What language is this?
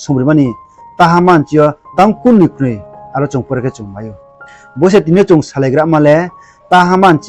Riang (India)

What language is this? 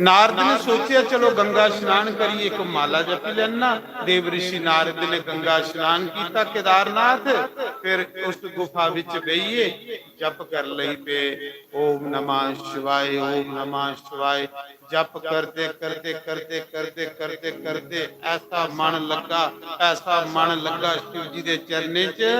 Dogri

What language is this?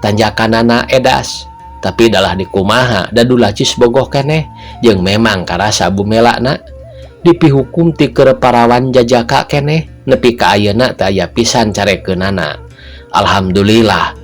Sundanese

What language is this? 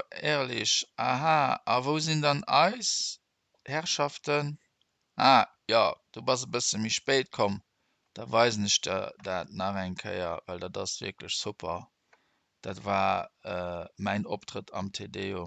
Luxembourgish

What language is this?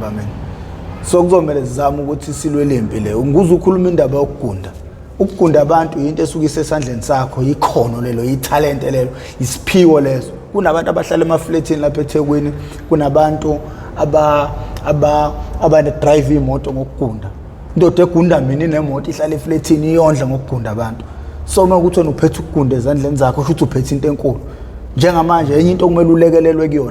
Zulu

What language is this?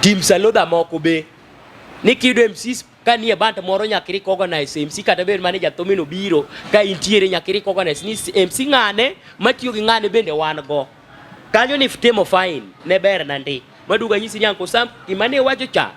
Luo (Kenya and Tanzania)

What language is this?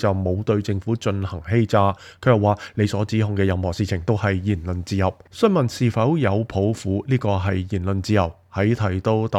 Cantonese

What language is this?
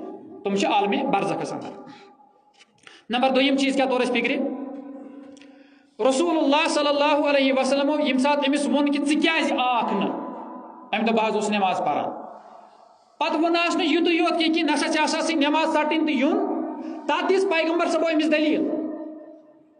Kashmiri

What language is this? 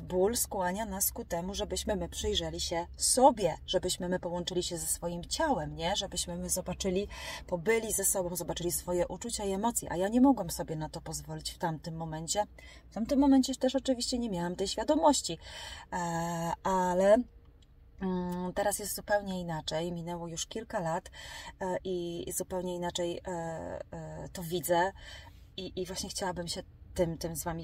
Polish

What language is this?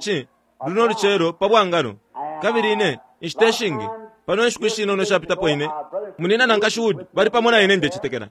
Bemba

